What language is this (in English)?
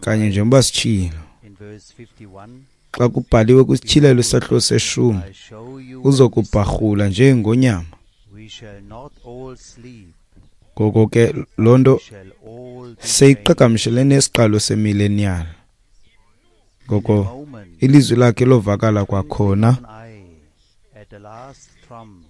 Xhosa